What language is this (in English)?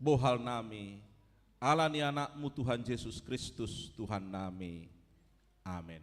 Batak Toba